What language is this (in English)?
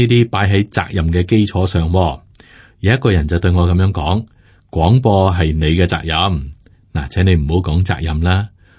Cantonese